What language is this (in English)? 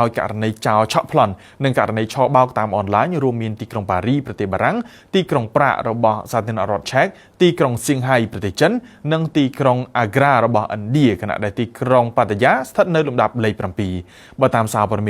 Khmer